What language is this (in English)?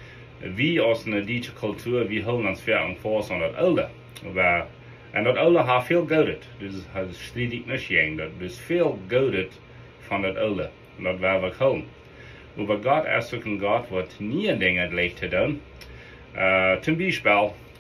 Plautdietsch